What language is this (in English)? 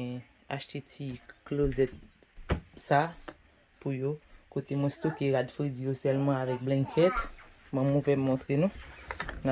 Haitian Creole